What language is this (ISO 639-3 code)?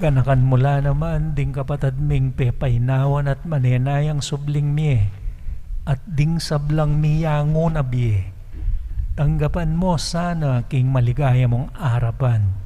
pam